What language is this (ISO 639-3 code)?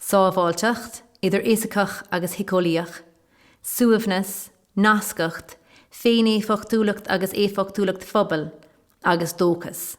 gle